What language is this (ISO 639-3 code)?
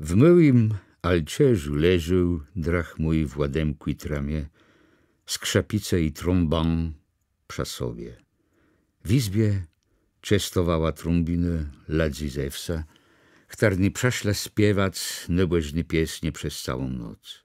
csb